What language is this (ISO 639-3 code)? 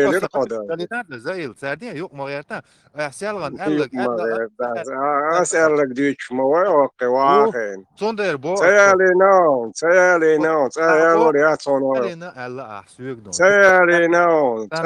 che